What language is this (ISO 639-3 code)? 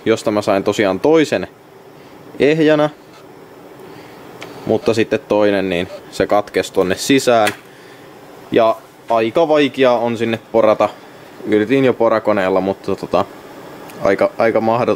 fin